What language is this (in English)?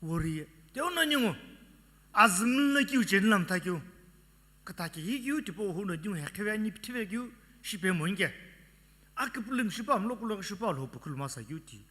Sumi Naga